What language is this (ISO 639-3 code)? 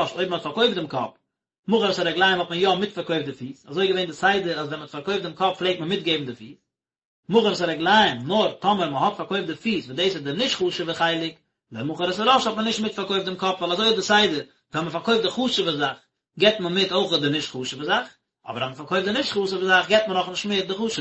yid